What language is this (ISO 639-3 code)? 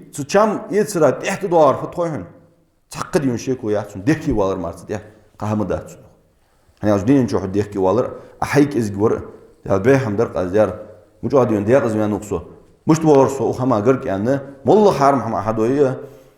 inh